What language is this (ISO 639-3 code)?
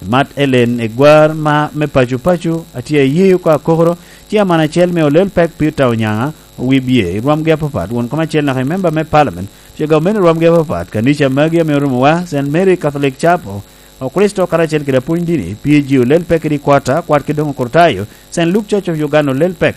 laj